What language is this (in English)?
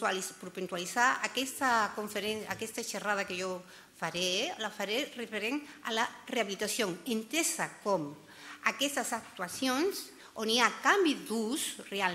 Catalan